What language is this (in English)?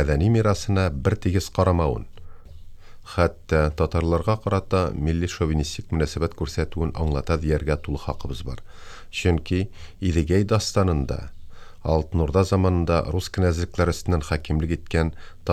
Tatar